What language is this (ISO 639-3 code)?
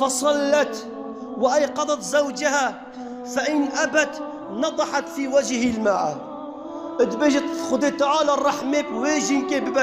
kur